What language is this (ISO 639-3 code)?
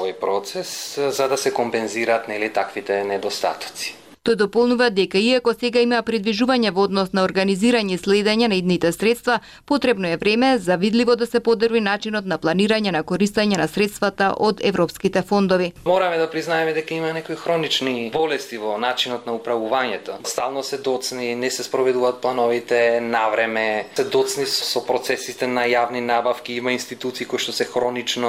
mkd